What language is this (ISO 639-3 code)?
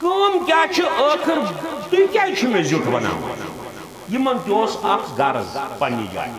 kas